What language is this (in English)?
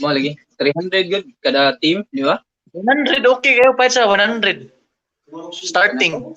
Cebuano